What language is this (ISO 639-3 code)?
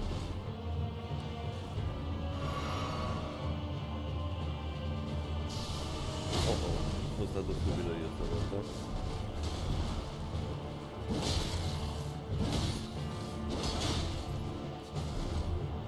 ita